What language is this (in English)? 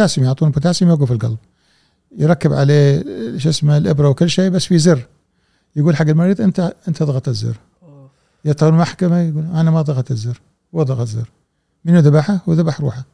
Gulf Arabic